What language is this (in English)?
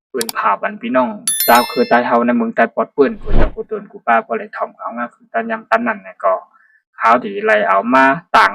Shan